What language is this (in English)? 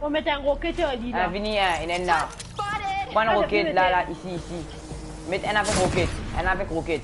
Morisyen